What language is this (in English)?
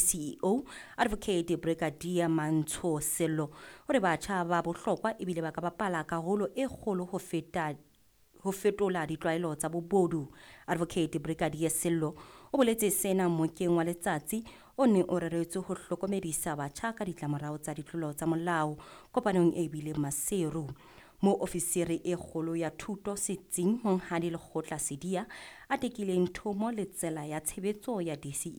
Southern Sotho